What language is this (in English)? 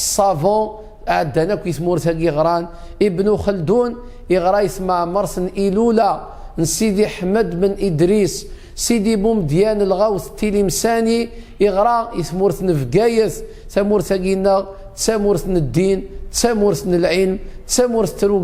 Kabyle